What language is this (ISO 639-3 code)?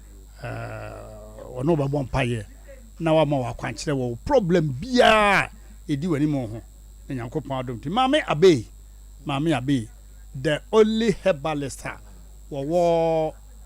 aka